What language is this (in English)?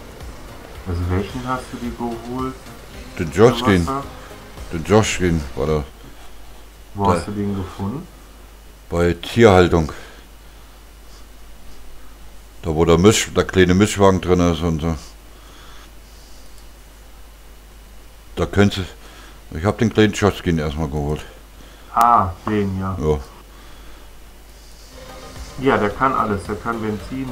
German